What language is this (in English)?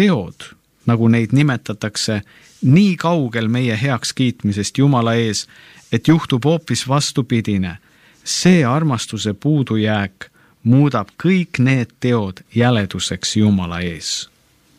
Estonian